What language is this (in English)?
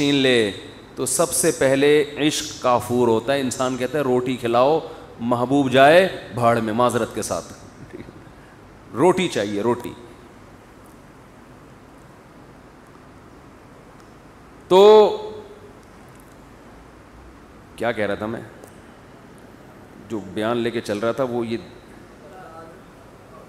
Urdu